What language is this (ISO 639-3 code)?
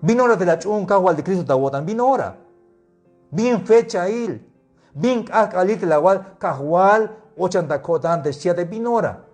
tzh